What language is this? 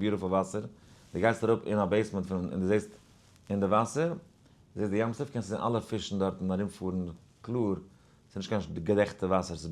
Yiddish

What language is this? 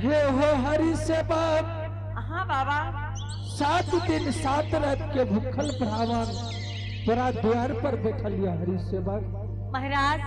Angika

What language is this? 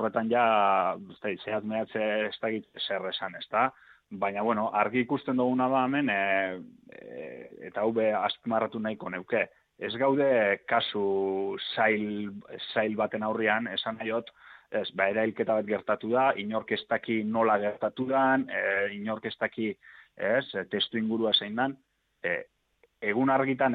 Basque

